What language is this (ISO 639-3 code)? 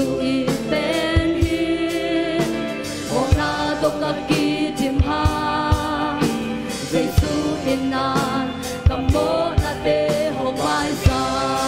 ctd